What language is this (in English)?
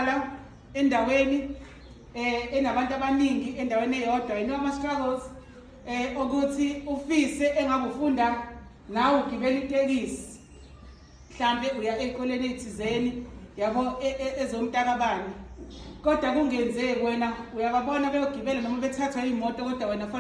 Zulu